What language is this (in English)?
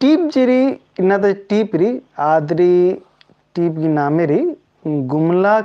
Kurukh